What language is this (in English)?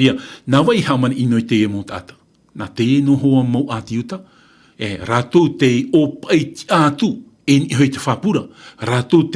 Tahitian